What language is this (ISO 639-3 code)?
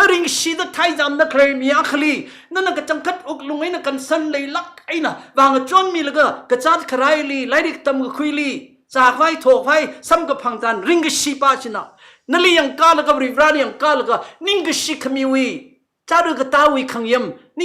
nmf